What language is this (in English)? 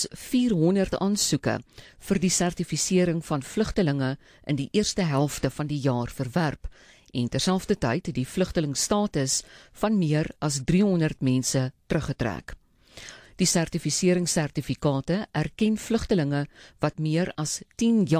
Afrikaans